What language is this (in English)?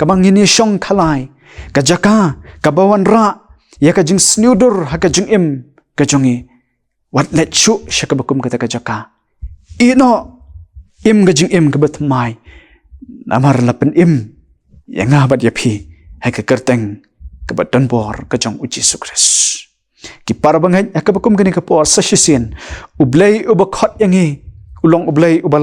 Khasi